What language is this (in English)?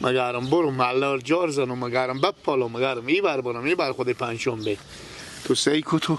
Persian